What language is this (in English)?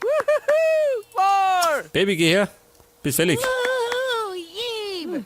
Bavarian